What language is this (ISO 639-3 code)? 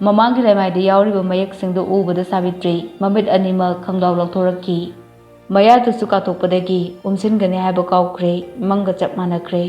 mni